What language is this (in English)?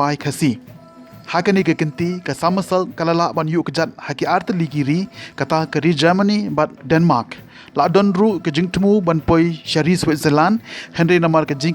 Khasi